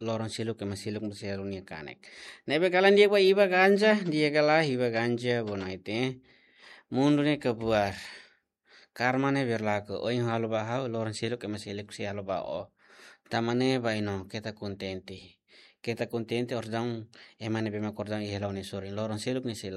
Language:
Tetum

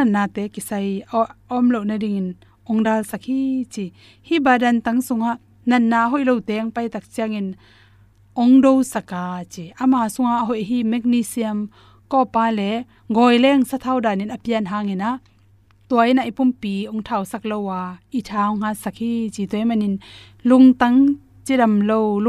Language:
Tedim Chin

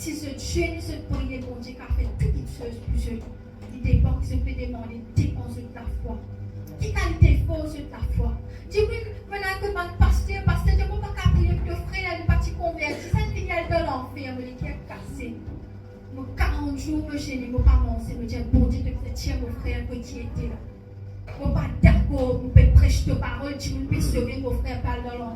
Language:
Morisyen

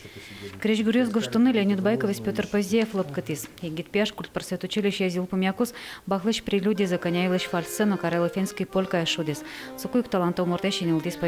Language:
Udmurt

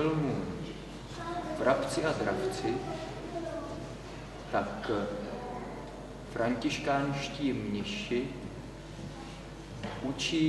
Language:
Czech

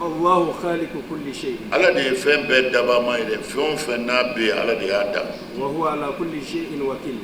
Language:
Bambara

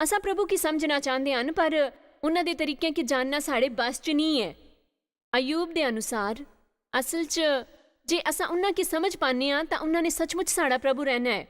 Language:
Dogri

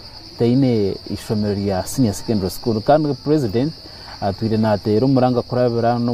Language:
Nyankole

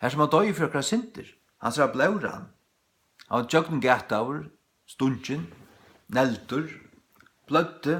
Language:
Faroese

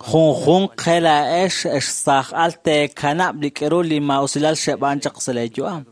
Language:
Kekchí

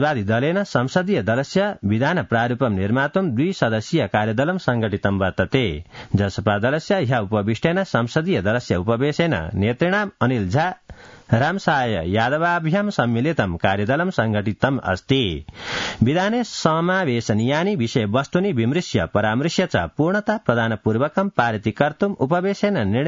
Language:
Sanskrit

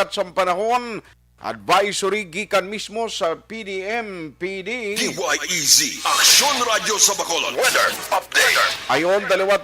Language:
Hiligaynon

